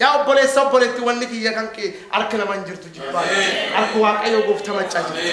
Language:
Oromo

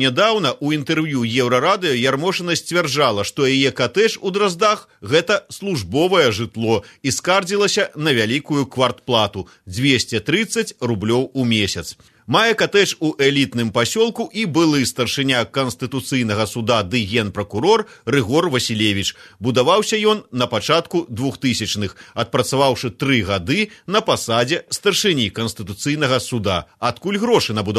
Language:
Belarusian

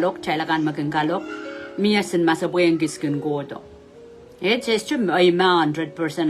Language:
Pohnpeian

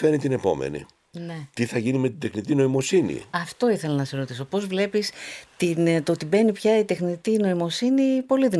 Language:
Greek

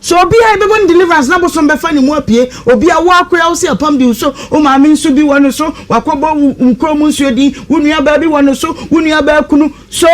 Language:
Akan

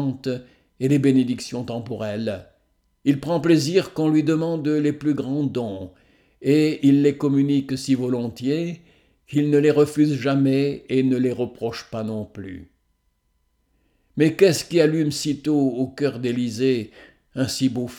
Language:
French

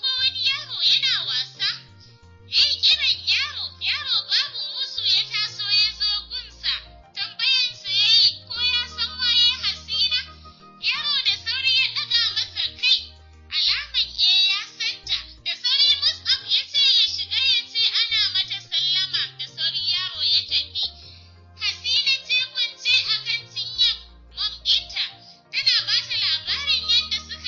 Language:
Hausa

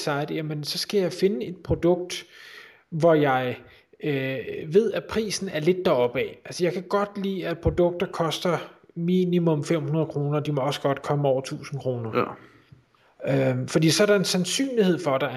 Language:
Danish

